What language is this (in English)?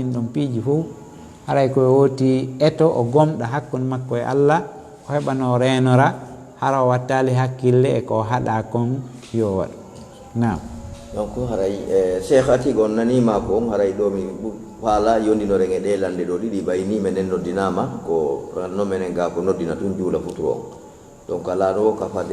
Fula